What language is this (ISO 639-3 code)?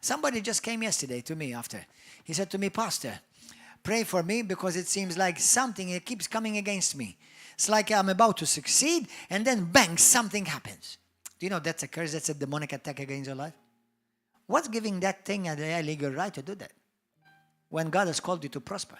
eng